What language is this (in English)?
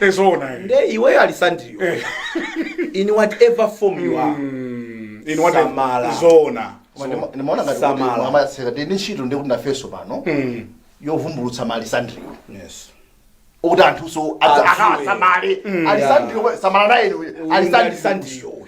Nyanja